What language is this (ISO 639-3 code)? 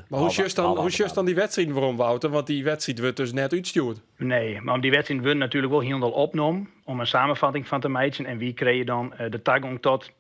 fry